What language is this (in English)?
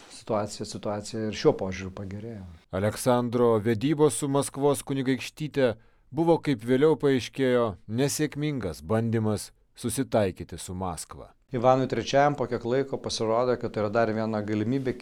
Lithuanian